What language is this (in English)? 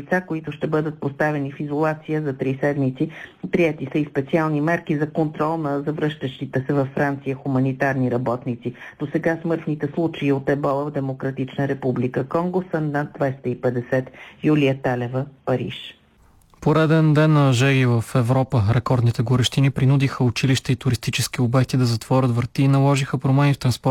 Bulgarian